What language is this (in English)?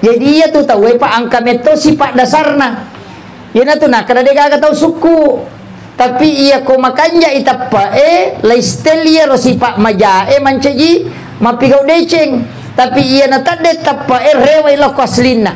Buginese